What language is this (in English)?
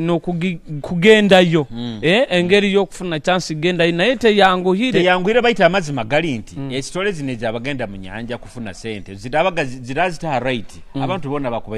Nyoro